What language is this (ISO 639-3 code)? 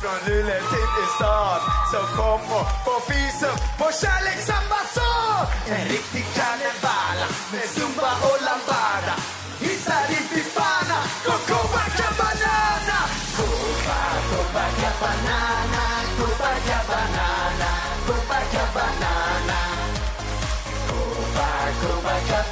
swe